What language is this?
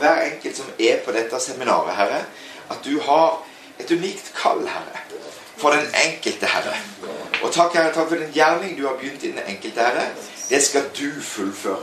Norwegian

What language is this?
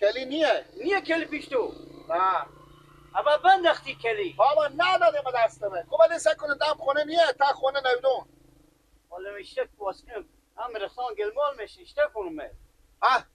Persian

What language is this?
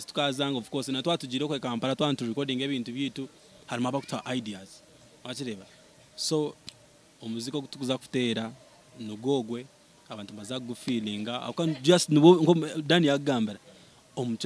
Nyankole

